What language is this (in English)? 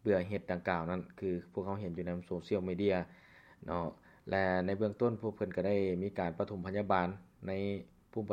Lao